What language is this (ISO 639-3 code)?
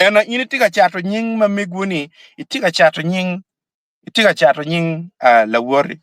ach